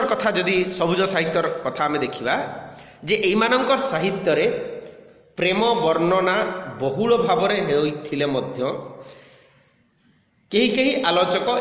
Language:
Odia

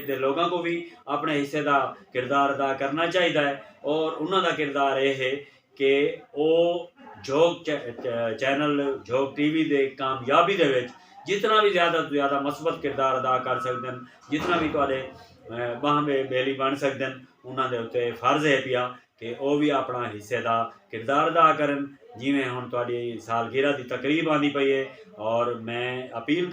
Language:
Western Panjabi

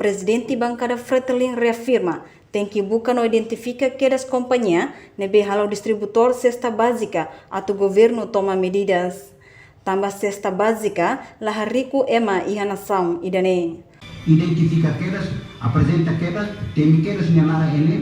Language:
Tetum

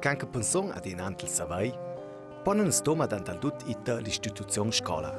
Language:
Ladin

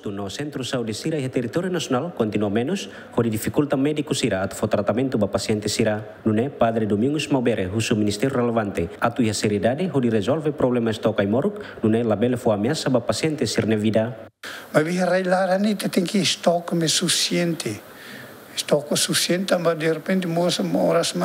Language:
Tetum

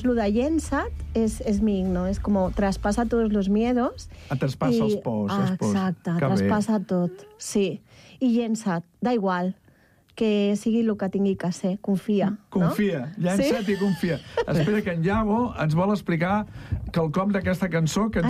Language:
Catalan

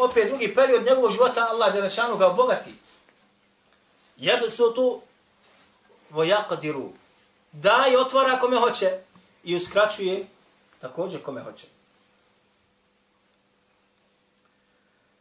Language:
Bosnian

